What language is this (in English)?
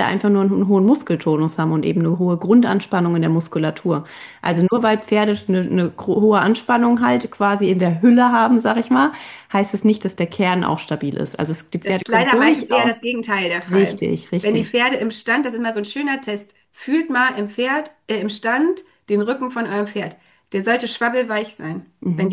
German